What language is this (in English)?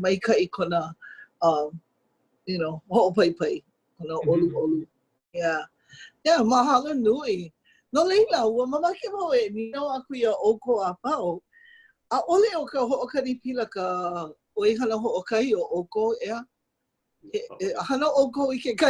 Hawaiian